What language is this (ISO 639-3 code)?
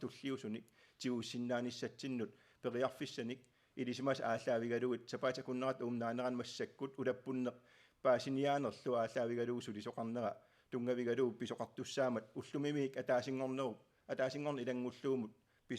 kal